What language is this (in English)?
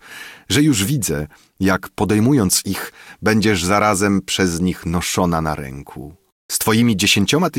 Polish